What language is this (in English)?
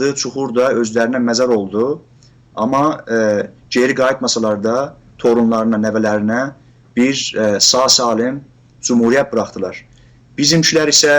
South Azerbaijani